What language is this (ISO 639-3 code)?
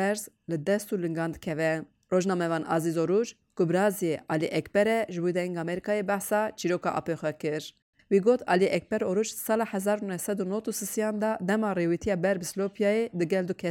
kur